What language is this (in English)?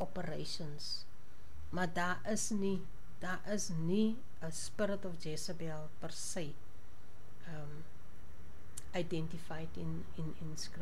Afrikaans